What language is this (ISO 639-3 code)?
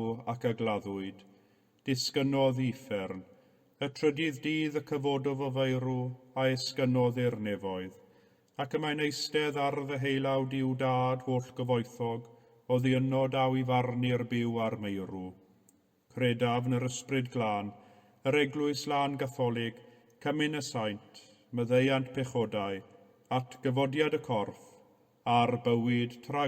cym